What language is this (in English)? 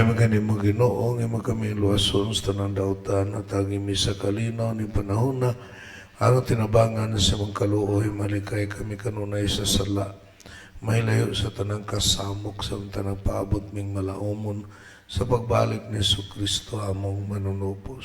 Cebuano